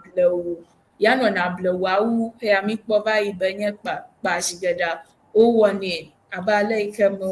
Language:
Ewe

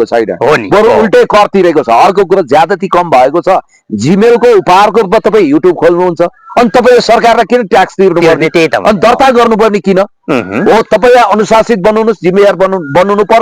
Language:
Nepali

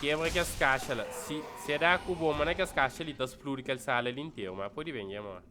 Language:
Kabuverdianu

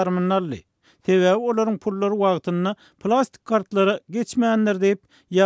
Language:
Turkmen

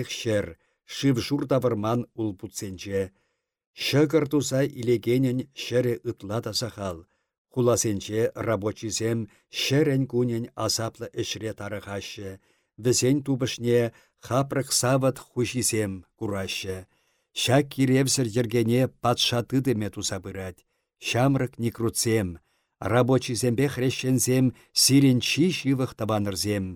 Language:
Chuvash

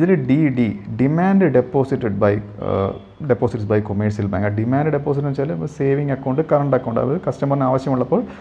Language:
Malayalam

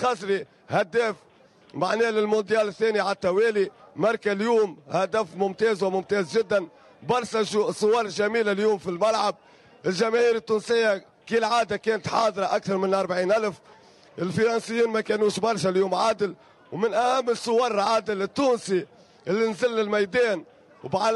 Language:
Tunisian Arabic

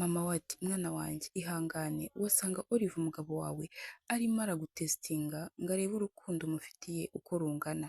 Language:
Kinyarwanda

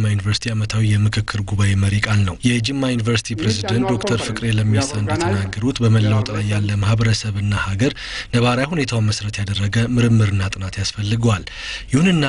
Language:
Amharic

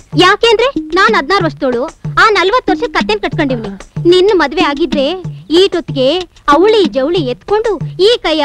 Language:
Kannada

